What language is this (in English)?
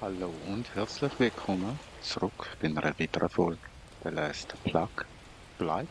Swiss German